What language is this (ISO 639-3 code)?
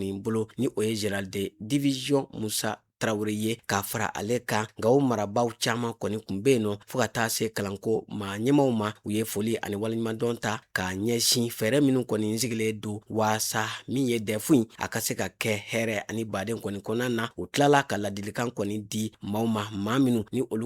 bam